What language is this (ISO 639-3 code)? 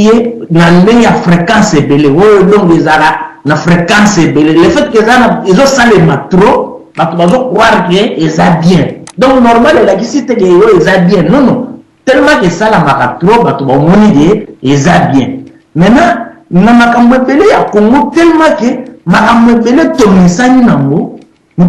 lin